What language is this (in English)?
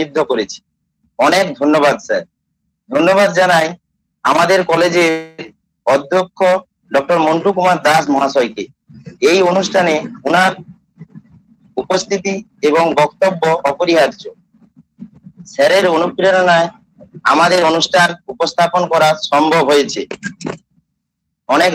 Bangla